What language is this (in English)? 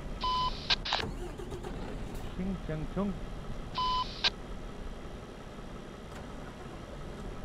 Turkish